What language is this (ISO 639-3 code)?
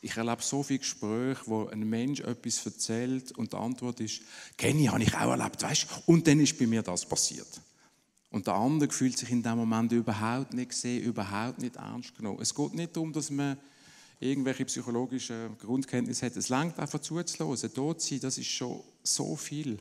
gsw